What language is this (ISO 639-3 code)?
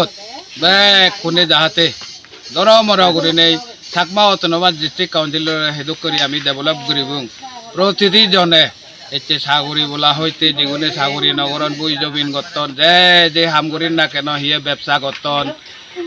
ccp